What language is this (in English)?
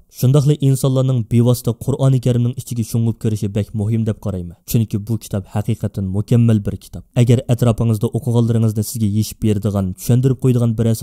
Uyghur